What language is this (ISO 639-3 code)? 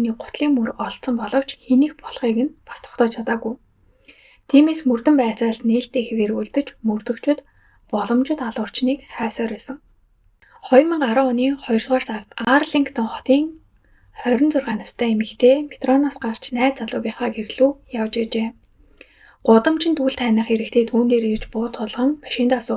mon